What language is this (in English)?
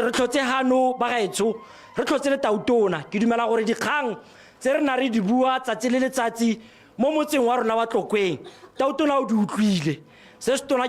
Tswana